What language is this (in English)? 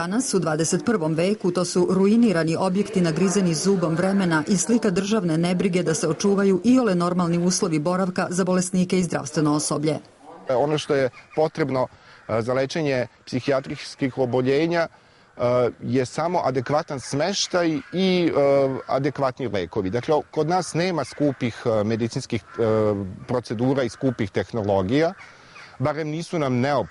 Serbian